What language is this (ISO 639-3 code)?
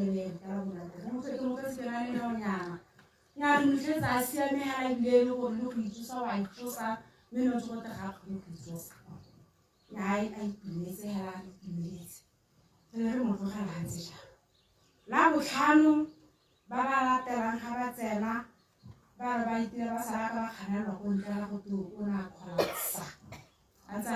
tsn